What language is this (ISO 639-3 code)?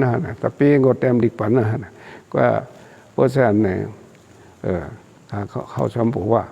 shn